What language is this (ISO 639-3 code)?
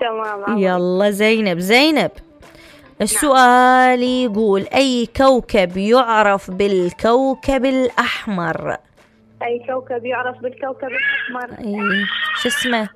acm